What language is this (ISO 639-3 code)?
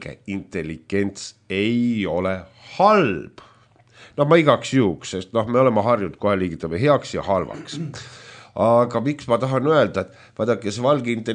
est